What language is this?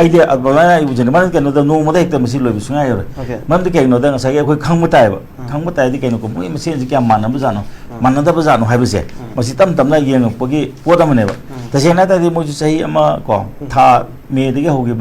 Manipuri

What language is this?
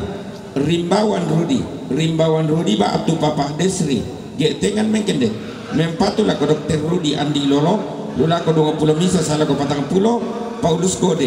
Toraja-Sa'dan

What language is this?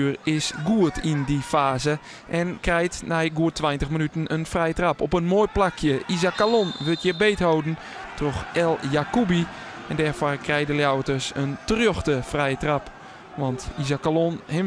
Western Frisian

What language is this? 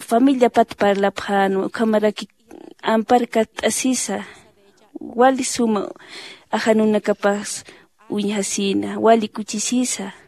Aymara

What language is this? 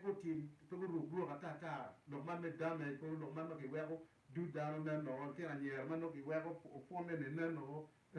Acoli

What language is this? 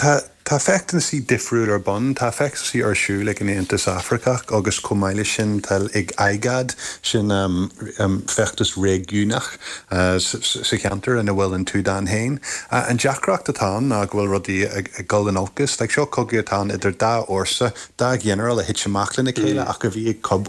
Irish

